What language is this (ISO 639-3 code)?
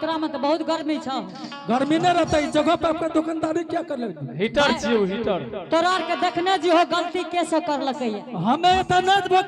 anp